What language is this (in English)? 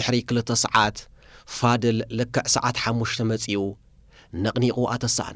Tigrinya